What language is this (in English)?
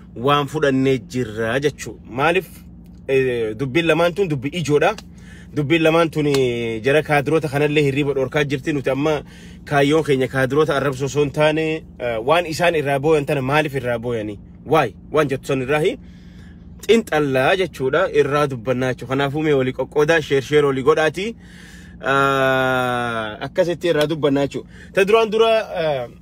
Oromo